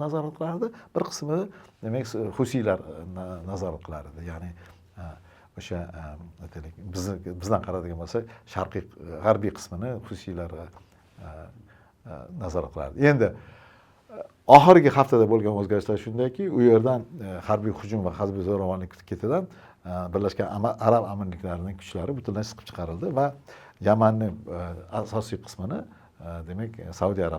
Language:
Uzbek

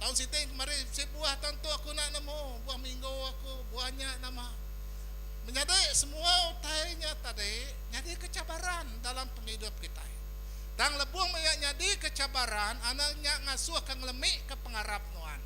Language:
Iban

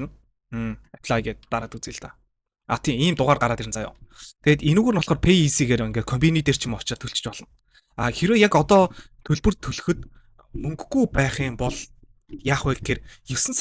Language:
Mongolian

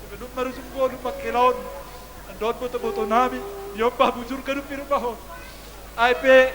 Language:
Batak Simalungun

